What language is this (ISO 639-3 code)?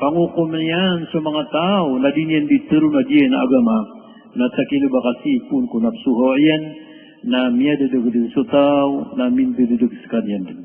mrw